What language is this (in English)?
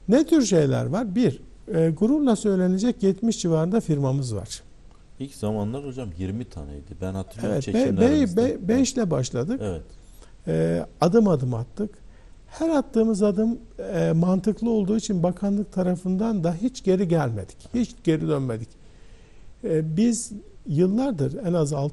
Turkish